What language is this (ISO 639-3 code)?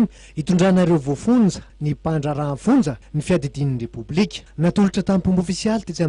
mlg